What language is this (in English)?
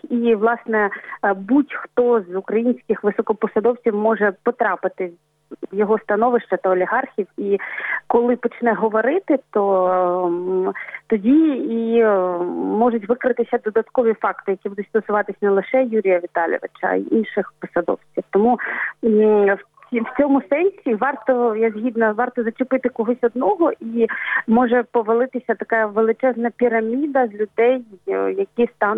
Ukrainian